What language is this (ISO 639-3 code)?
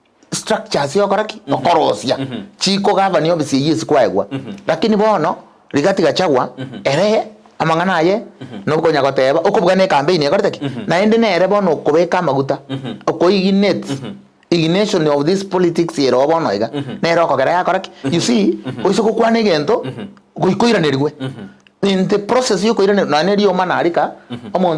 guz